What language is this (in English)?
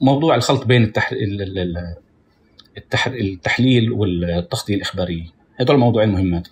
North Levantine Arabic